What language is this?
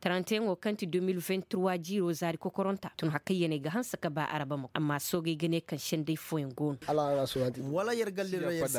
Koyraboro Senni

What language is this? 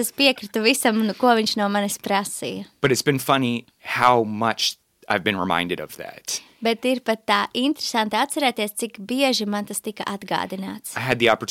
Latvian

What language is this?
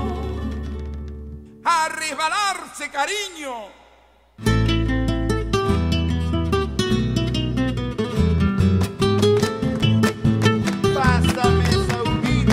Spanish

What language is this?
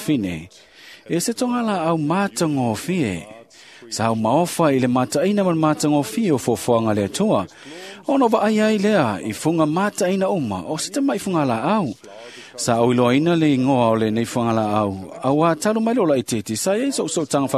Samoan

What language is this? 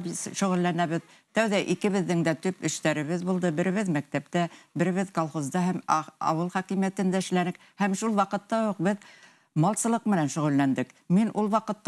Bashkir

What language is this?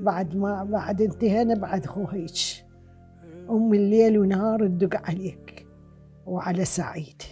Mesopotamian Arabic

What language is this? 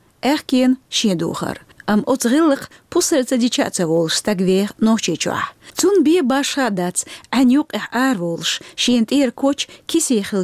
Chechen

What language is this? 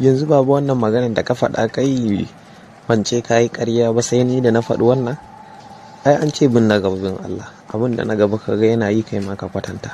Hausa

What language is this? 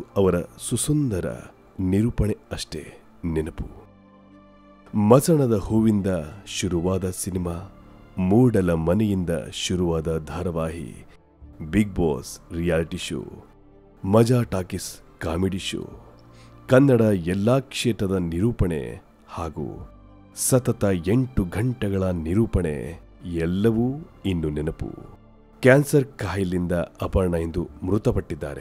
Kannada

